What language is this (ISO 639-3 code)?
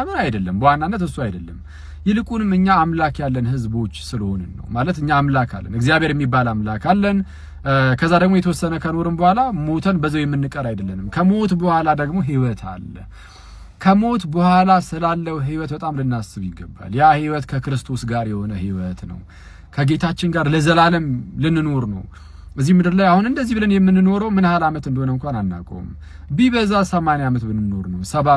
amh